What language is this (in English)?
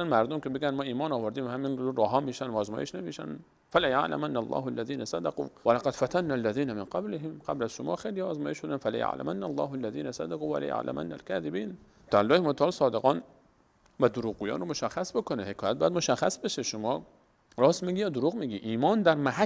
Persian